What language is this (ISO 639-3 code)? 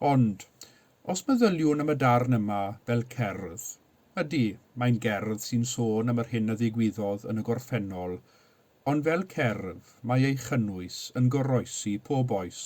cym